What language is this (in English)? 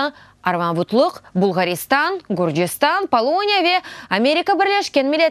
Crimean Tatar